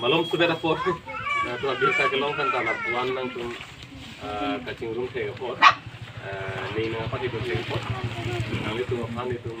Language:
Karbi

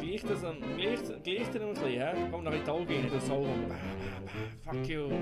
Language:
Swiss German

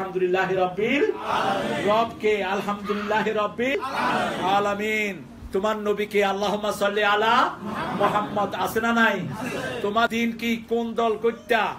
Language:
Bangla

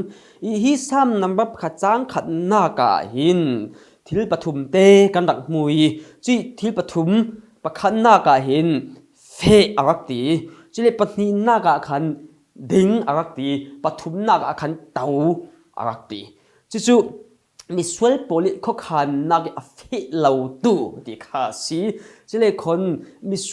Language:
Falam Chin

